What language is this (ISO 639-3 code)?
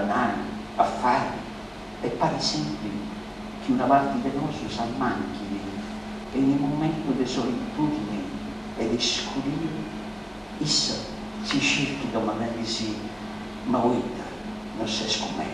srd